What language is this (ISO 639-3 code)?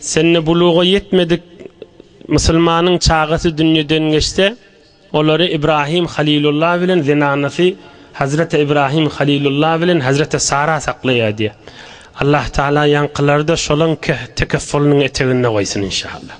tuk